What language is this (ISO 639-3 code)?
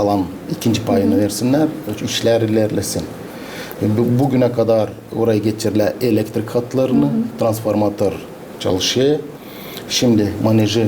gag